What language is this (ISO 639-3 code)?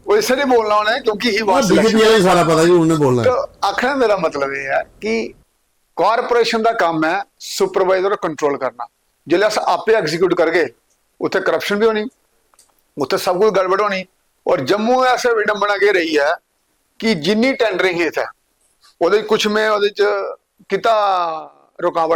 doi